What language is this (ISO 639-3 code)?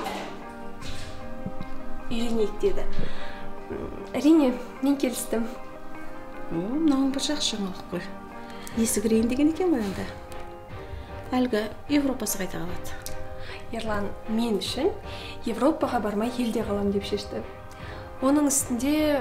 kaz